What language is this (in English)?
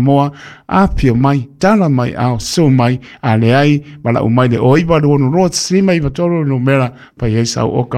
Samoan